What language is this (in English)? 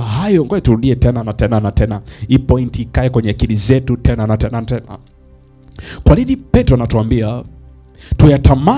Swahili